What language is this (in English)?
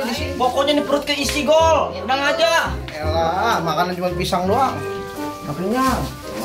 Betawi